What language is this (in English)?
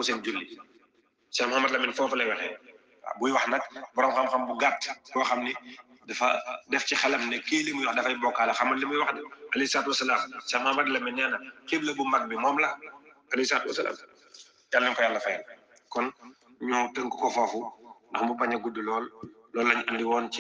Wolof